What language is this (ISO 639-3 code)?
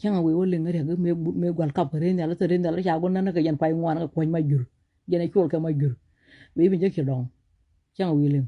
nus